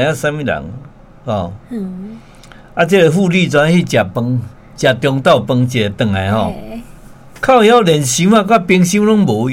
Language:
Min Nan Chinese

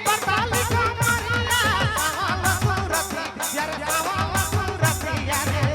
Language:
Sadri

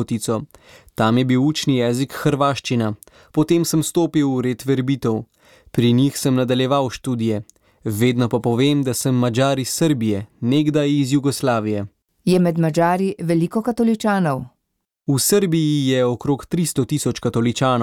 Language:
Slovenian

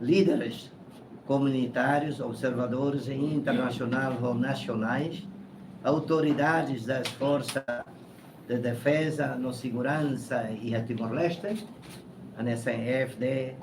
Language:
Tetum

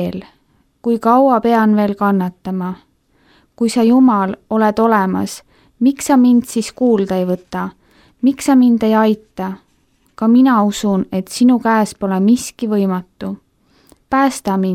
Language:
Estonian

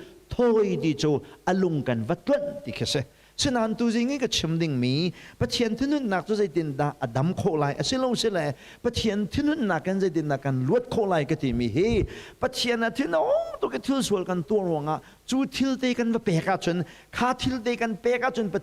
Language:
Hakha Chin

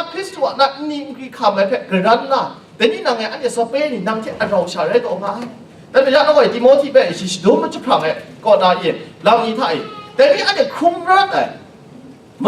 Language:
Kachin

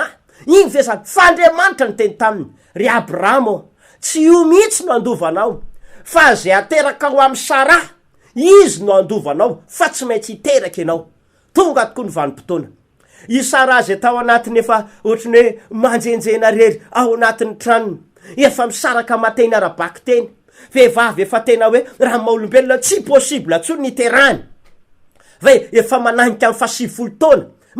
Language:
Malagasy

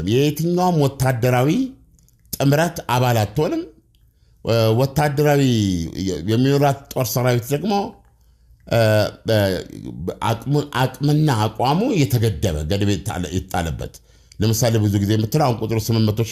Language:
Amharic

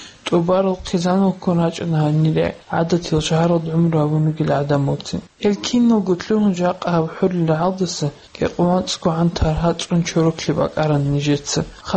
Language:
Avaric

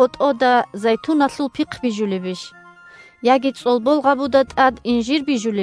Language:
Avaric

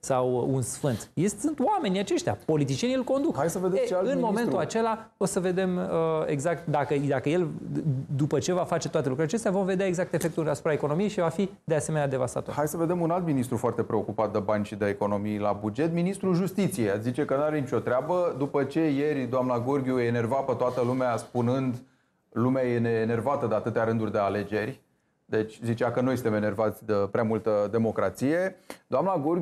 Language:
Romanian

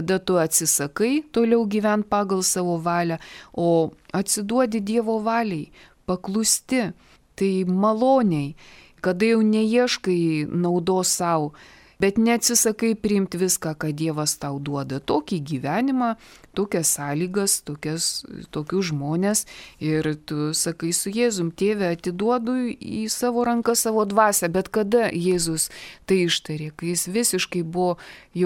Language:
Lithuanian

